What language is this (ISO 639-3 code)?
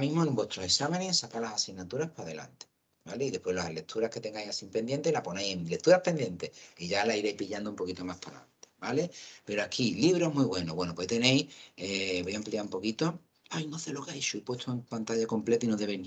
spa